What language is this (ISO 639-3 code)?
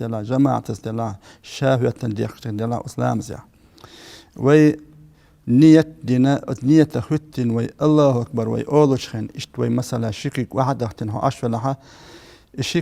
che